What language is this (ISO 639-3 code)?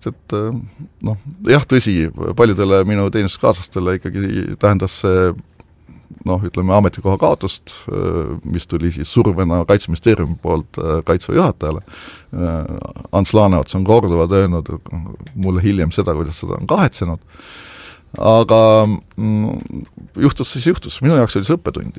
est